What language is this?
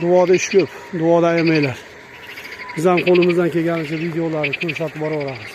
Uzbek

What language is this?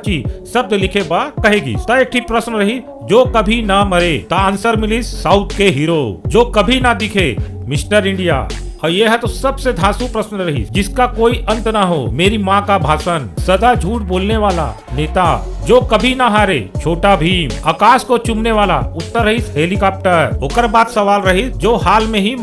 Chhattisgarhi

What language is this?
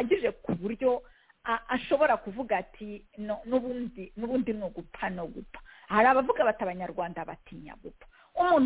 Kinyarwanda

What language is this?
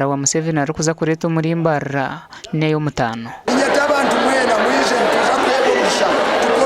Nyankole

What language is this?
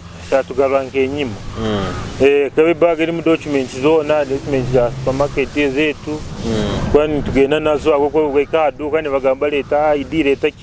Nyoro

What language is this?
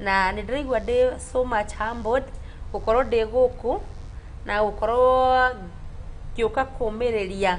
Kikuyu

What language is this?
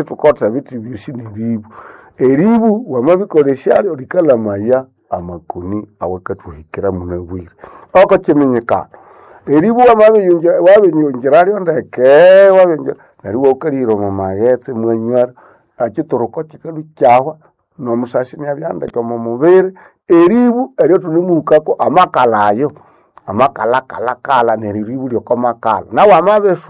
Nande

